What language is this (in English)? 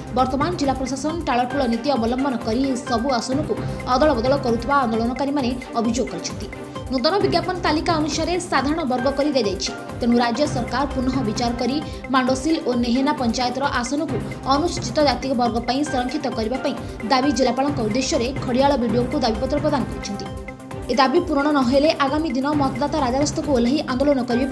Odia